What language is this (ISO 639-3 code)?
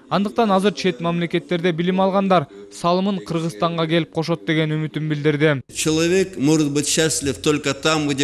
kir